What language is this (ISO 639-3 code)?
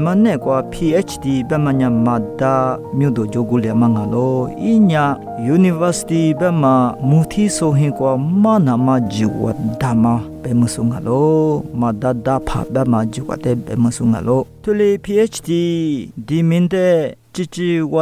lis